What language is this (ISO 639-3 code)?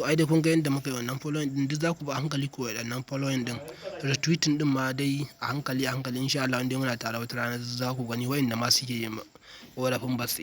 hau